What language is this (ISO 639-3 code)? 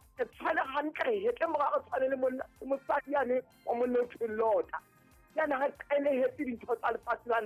sot